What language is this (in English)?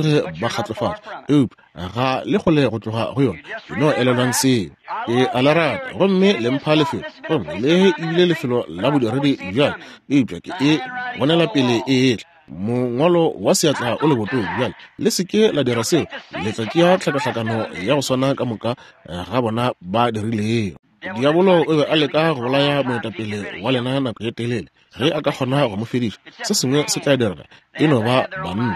Northern Sotho